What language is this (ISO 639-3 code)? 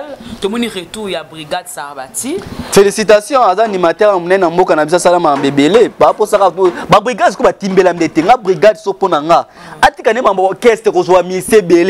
lin